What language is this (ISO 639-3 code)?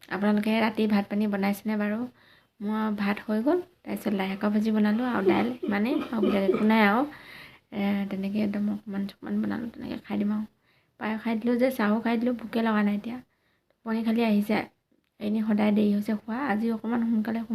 asm